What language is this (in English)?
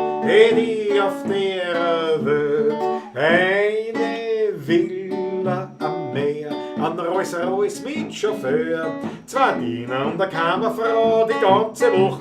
Bavarian